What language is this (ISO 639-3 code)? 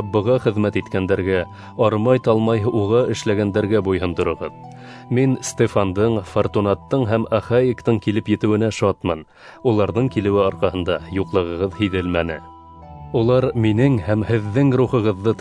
bak